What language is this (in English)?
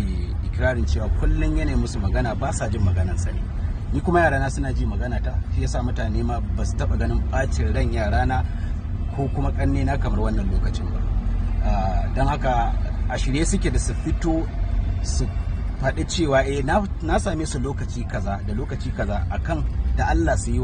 Hausa